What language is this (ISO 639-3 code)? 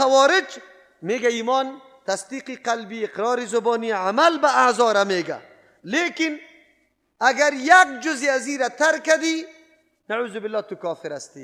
fas